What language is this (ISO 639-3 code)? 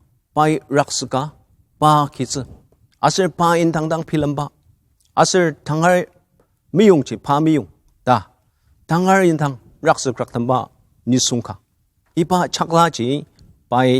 njo